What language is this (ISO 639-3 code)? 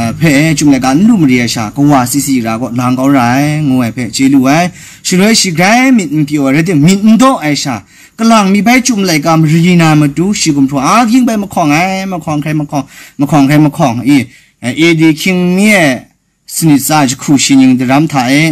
kac